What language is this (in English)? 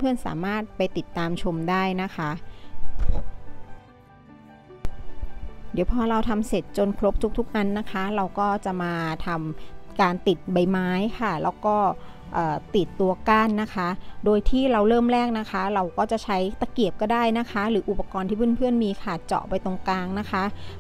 Thai